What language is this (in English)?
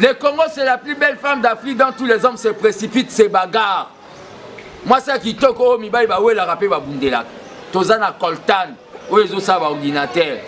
Lingala